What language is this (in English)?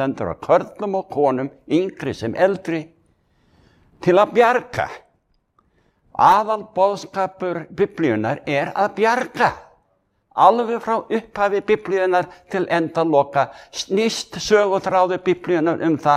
Icelandic